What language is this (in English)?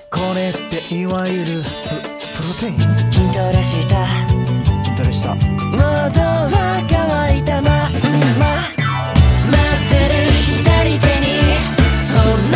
Japanese